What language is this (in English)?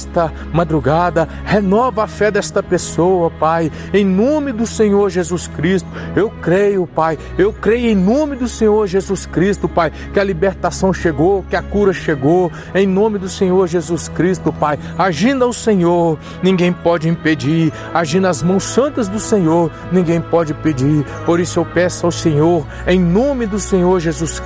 Portuguese